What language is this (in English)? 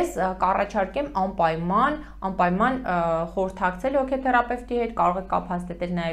Armenian